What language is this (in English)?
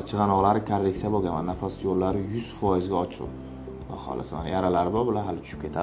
Uzbek